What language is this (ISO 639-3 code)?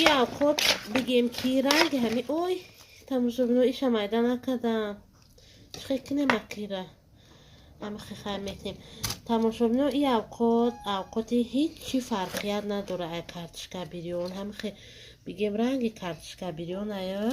tgk